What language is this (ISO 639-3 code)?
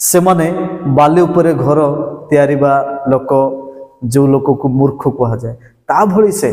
ori